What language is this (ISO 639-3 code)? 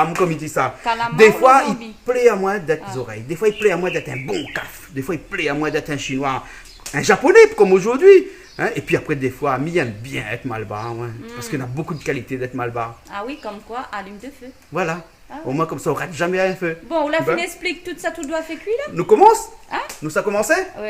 rcf